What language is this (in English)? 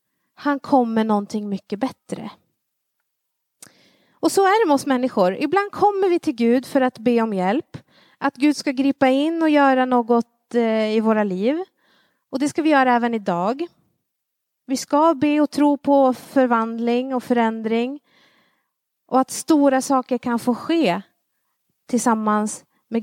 Swedish